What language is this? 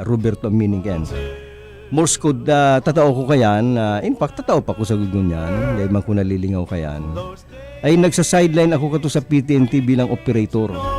Bikol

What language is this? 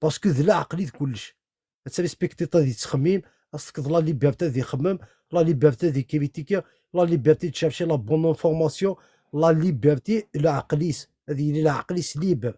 Kabyle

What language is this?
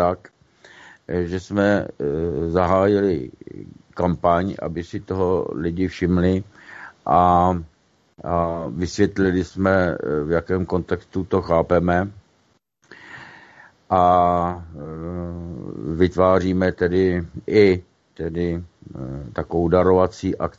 Czech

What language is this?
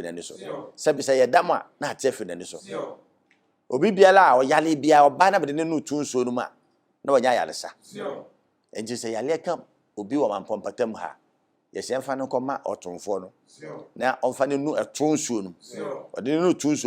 Akan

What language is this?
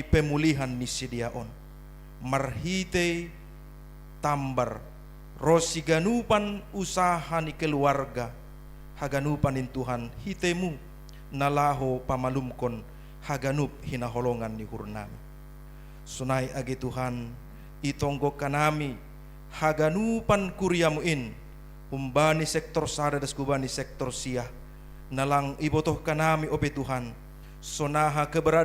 Batak Simalungun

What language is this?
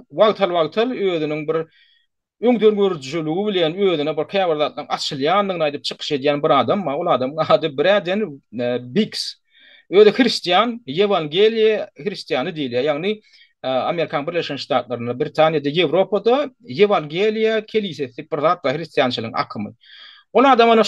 Turkmen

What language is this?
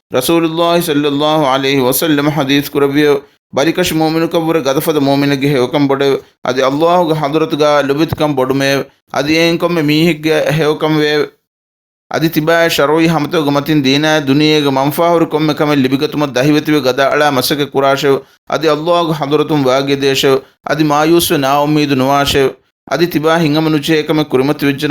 Divehi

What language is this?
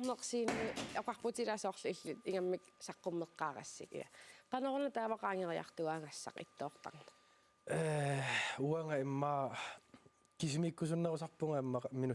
Kalaallisut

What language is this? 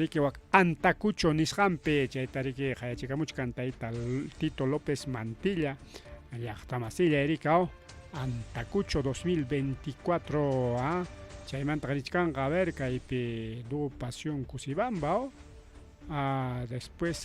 Ayacucho Quechua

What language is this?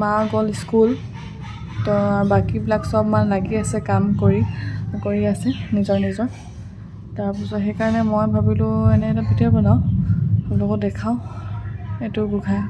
Assamese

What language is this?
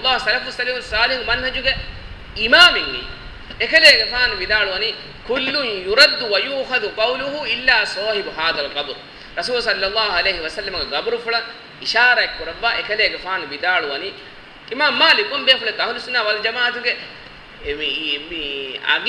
Divehi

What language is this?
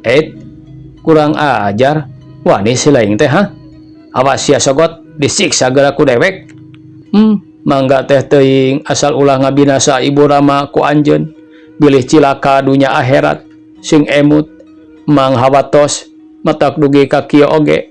Sundanese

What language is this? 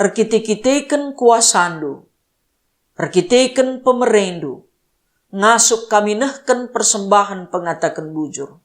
Batak Karo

